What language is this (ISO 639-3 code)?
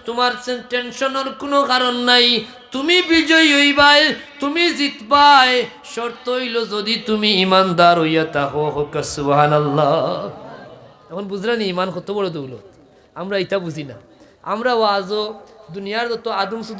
syl